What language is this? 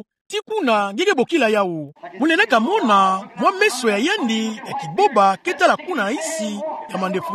Kituba (Democratic Republic of Congo)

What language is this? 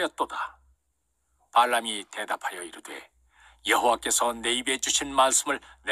Korean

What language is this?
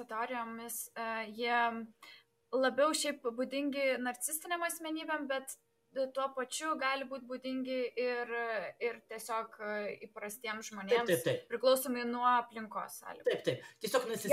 Lithuanian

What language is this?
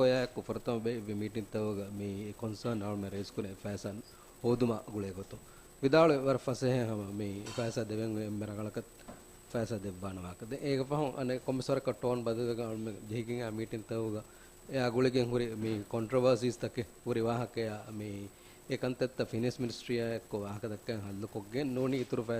Divehi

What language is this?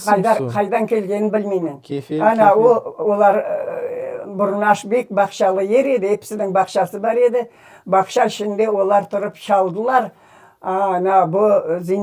Crimean Tatar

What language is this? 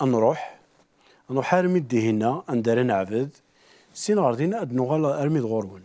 Kabyle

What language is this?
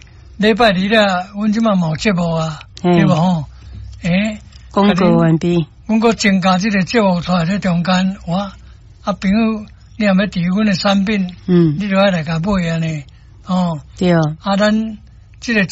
Min Nan Chinese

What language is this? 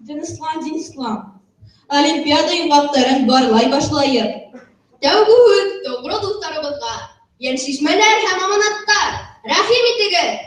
Bashkir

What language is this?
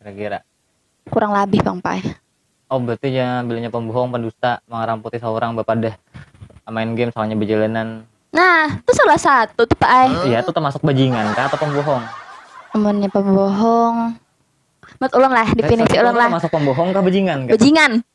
Banjar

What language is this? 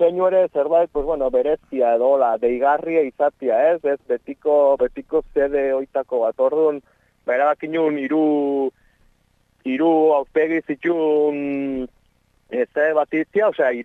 Basque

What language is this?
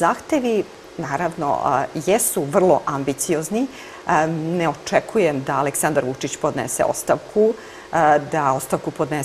Serbian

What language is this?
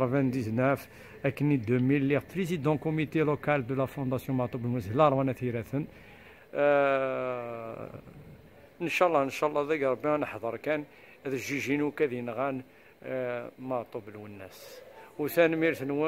Kabyle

